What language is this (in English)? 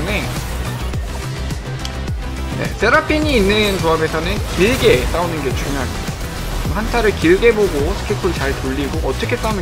Korean